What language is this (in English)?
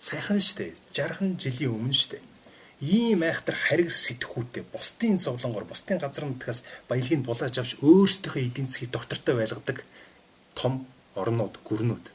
Mongolian